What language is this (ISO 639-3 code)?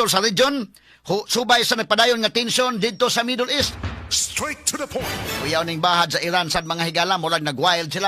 ceb